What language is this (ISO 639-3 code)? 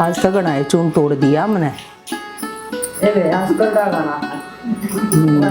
bgc